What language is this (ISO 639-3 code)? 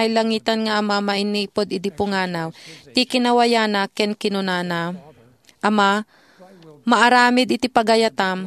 ilo